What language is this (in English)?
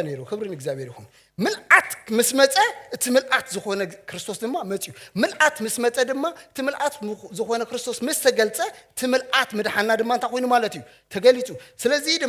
Tigrinya